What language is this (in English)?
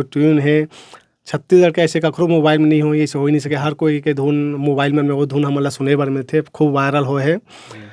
Chhattisgarhi